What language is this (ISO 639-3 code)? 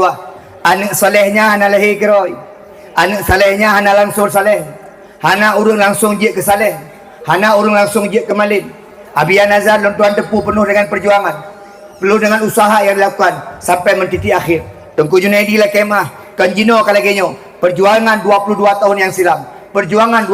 ace